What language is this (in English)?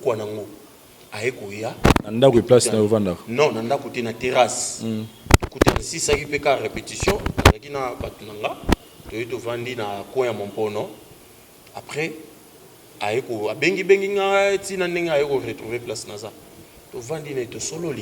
Lingala